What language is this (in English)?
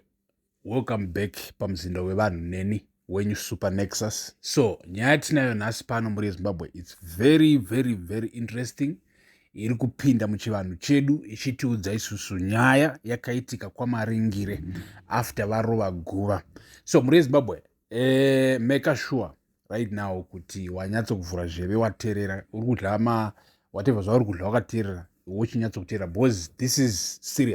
Shona